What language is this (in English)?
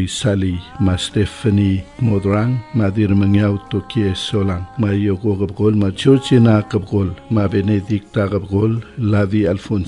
Palauan